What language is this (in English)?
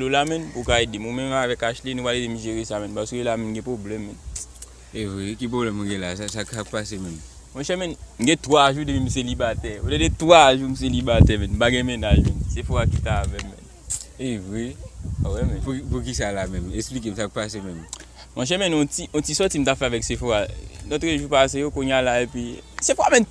Haitian Creole